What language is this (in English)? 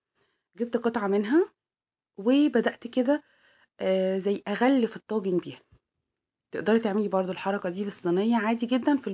Egyptian Arabic